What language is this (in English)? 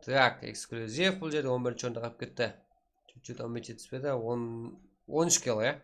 Kara-Kalpak